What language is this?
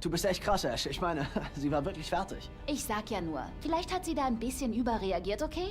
Bavarian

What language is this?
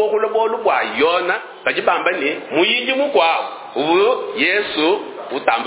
Luba-Lulua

